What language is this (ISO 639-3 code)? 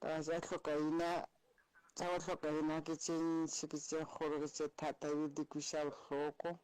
nso